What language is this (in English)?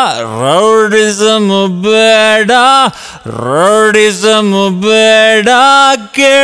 Kannada